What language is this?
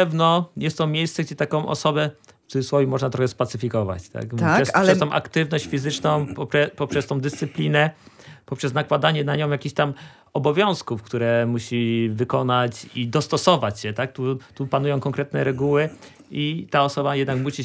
Polish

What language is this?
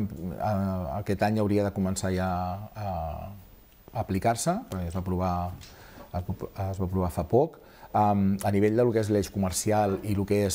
Catalan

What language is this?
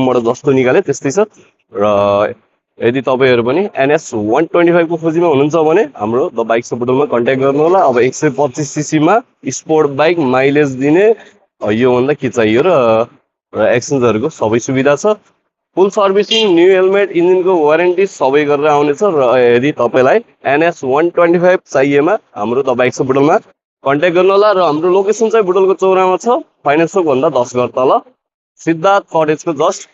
Nepali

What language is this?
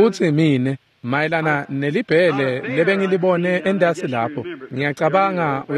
Swati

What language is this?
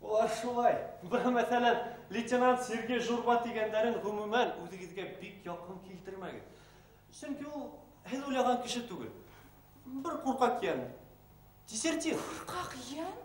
Bashkir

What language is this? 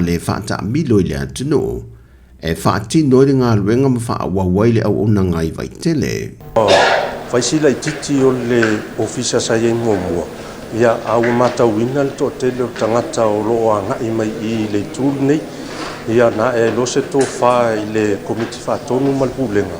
Samoan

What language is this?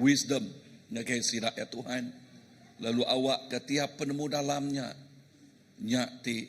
Iban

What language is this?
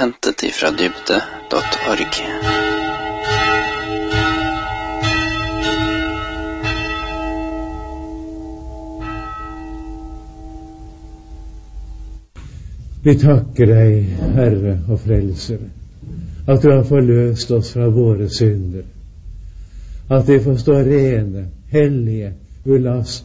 Norwegian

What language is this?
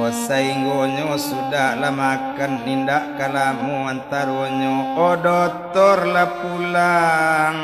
Minangkabau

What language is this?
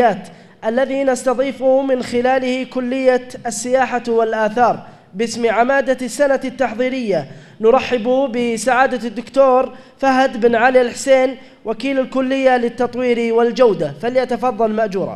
Arabic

